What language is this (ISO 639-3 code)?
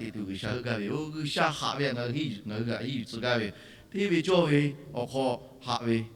lhu